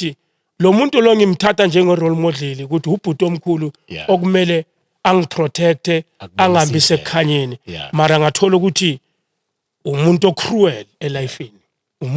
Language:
Zulu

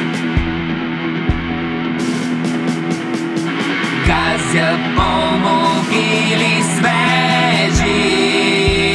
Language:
Bulgarian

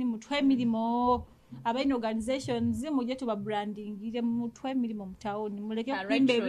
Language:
Nyoro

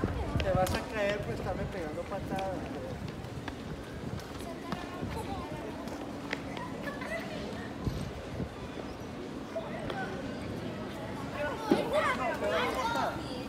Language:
Spanish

